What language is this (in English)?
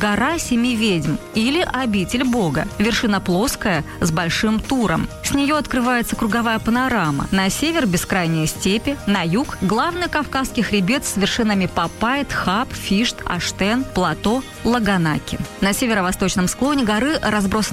Russian